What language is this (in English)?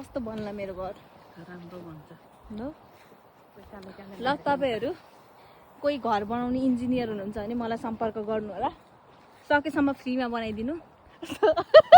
Nepali